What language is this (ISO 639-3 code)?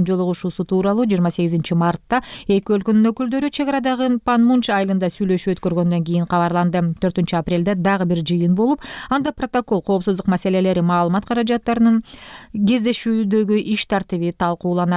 kir